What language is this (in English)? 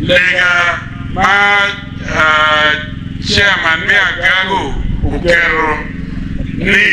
Acoli